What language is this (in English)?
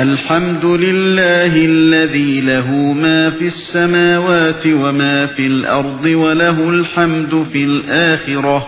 Uyghur